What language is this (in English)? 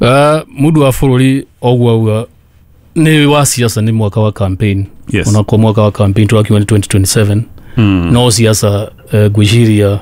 Kikuyu